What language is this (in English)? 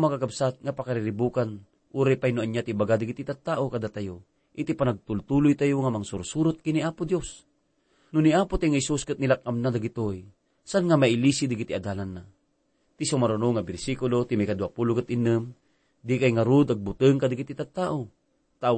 Iloko